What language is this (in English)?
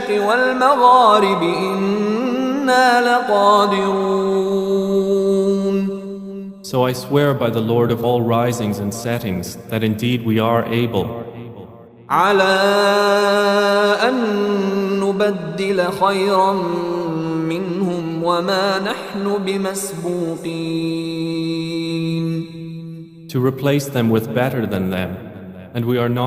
Divehi